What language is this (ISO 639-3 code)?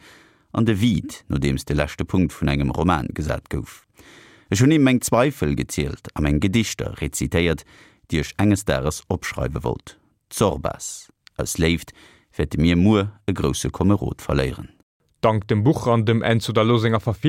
ltz